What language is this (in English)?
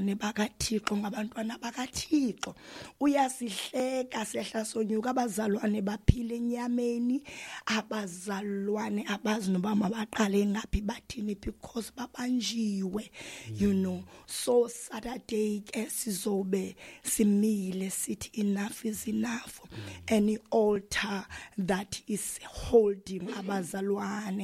Xhosa